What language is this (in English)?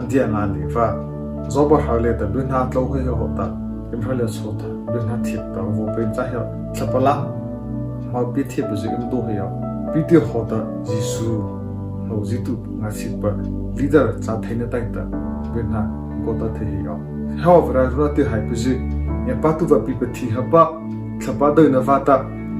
Mara Chin